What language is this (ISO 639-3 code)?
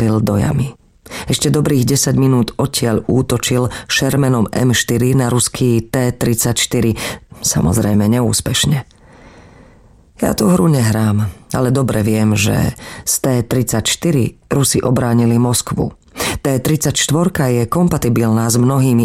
slk